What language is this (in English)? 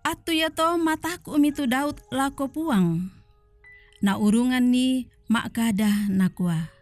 Toraja-Sa'dan